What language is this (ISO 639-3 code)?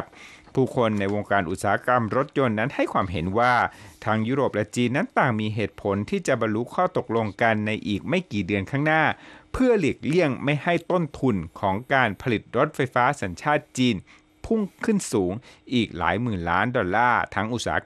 tha